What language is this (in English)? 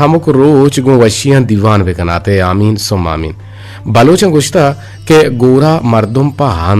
Eastern Balochi